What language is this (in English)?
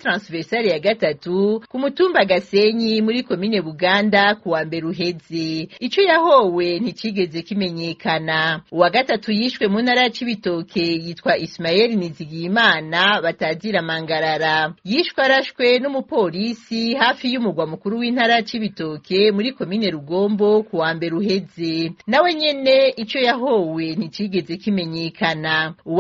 Rundi